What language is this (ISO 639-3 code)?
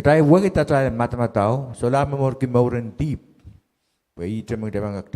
pon